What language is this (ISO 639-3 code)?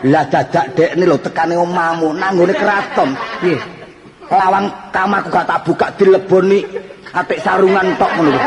jav